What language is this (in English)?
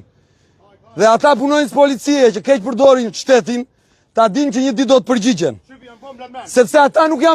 Albanian